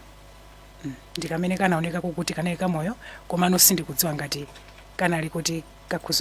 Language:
Nyanja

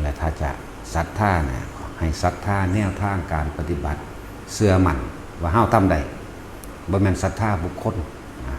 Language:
Northeastern Thai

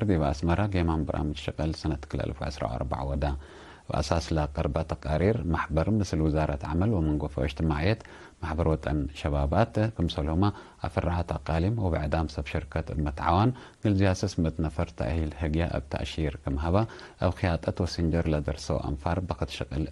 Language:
Tigre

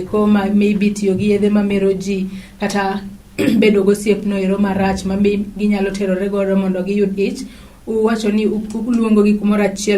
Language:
Luo (Kenya and Tanzania)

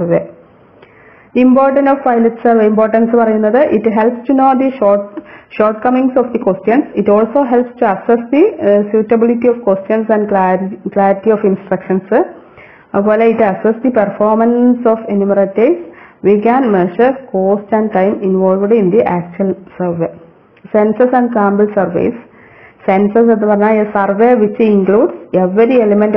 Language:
Malayalam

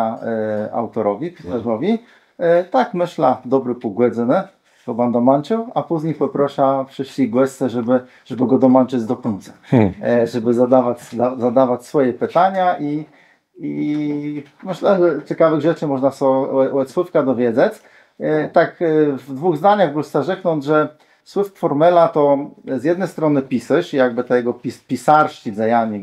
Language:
Kashubian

